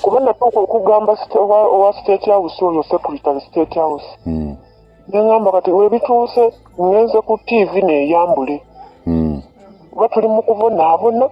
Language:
Ganda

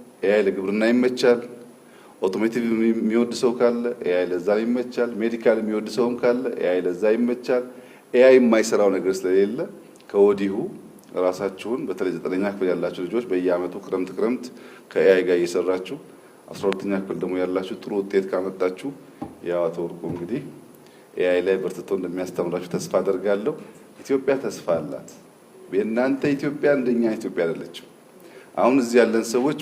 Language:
Amharic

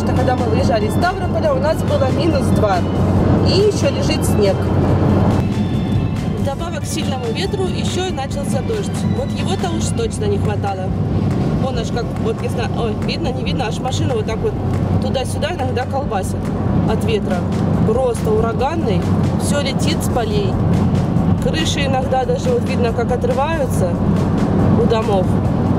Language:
Russian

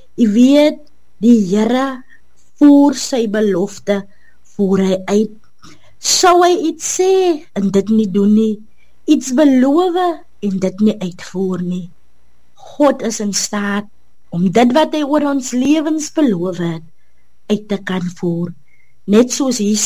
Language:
Afrikaans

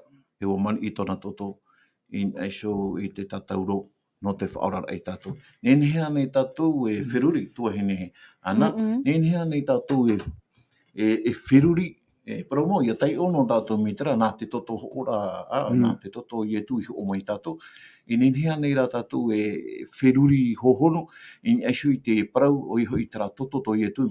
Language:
Tahitian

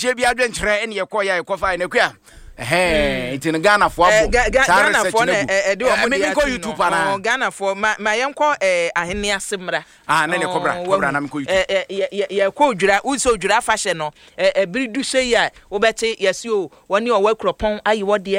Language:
Akan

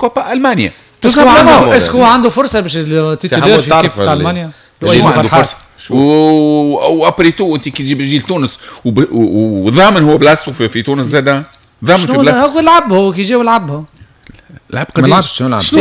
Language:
Tunisian Arabic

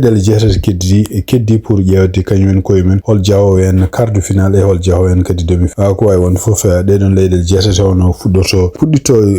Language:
Fula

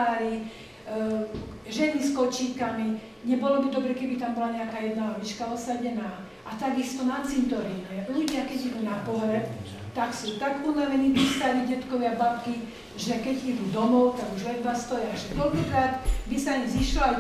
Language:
Slovak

